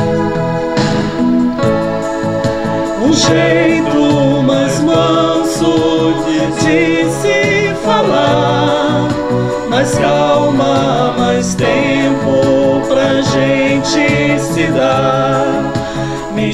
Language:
Portuguese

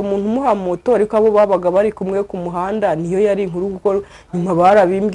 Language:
Kinyarwanda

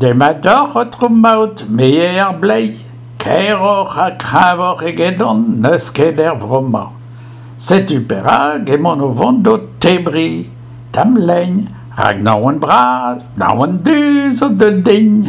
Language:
Breton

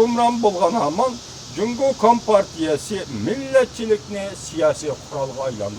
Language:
Uyghur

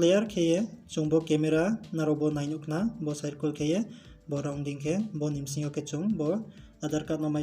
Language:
Riang (India)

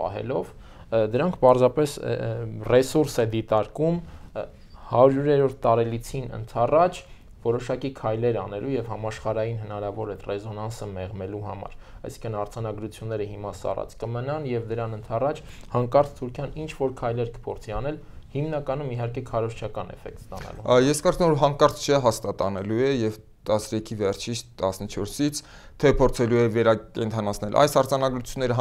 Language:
Armenian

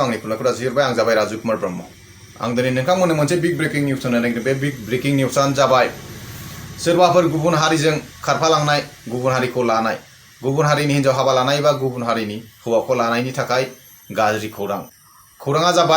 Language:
Bodo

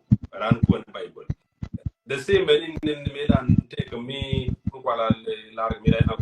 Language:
Nuer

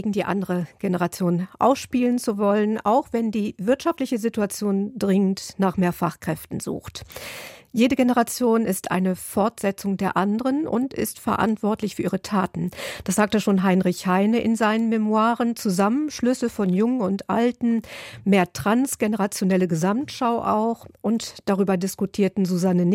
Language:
German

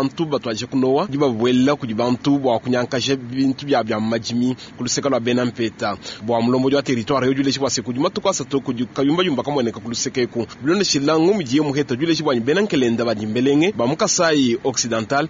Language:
Luba-Lulua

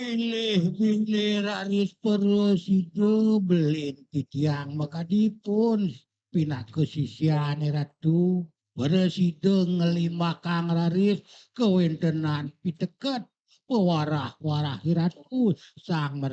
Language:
Balinese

